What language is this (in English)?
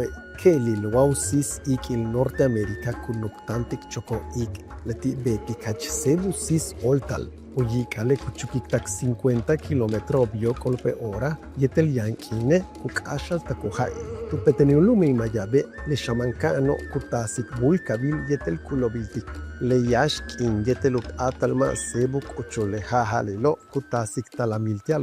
Yucateco